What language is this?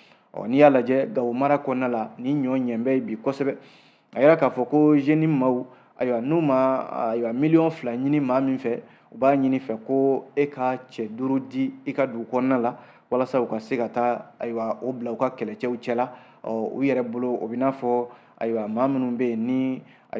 Bambara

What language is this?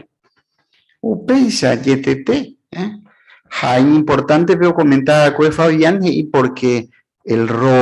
Guarani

